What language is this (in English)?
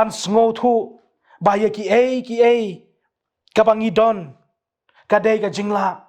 Khasi